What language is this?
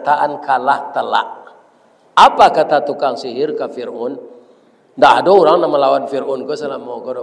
Minangkabau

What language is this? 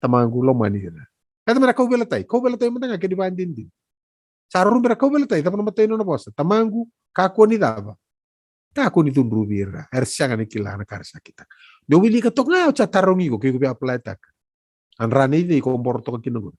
Fijian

